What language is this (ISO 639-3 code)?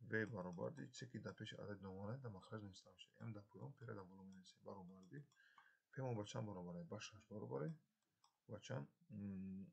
tgk